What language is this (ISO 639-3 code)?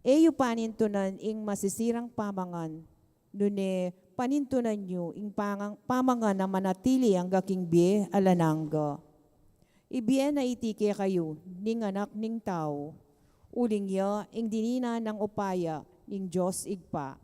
pam